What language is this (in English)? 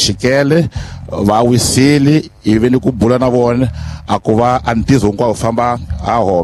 Tsonga